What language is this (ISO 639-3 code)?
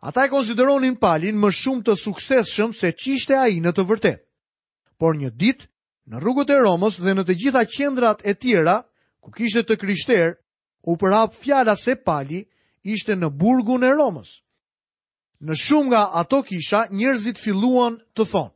sqi